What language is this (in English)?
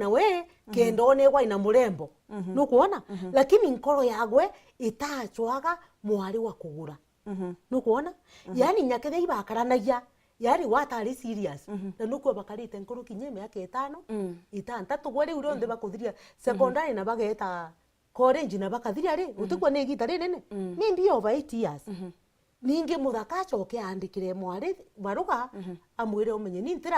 Meru